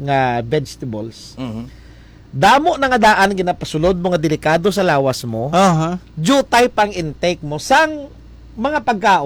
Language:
Hiligaynon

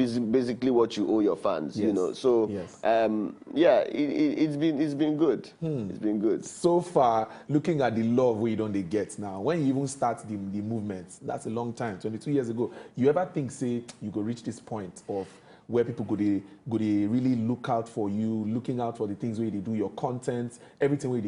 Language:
Nigerian Pidgin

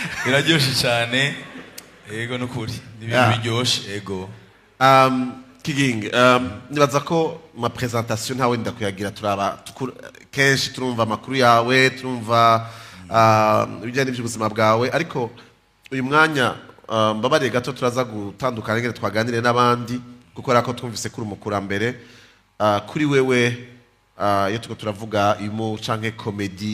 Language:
Rundi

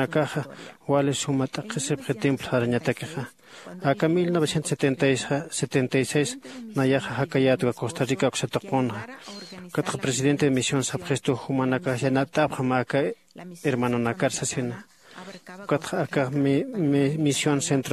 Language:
Aymara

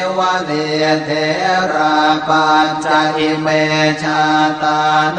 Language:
Pali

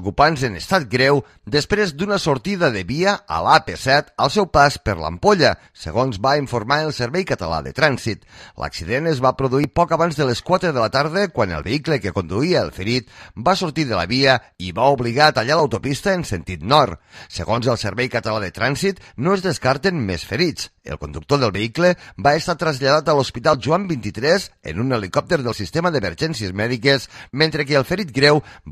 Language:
Catalan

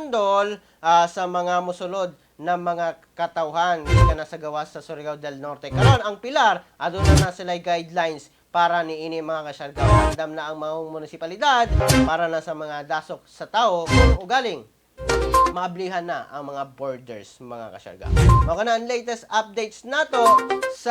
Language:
Cebuano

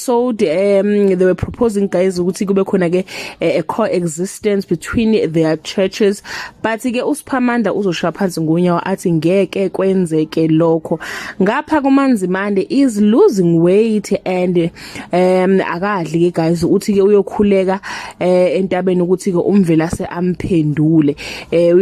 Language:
Zulu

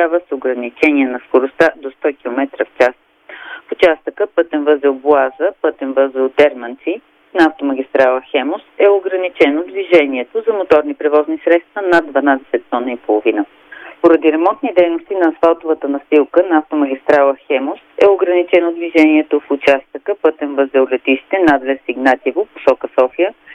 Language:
Bulgarian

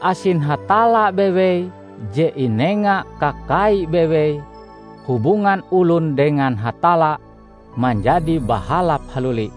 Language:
Ngaju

